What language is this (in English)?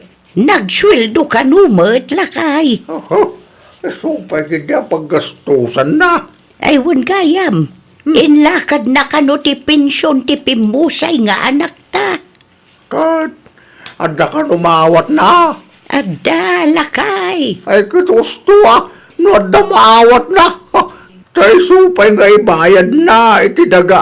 Iloko